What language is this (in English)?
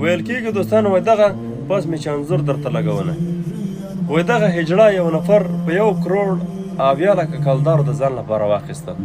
Pashto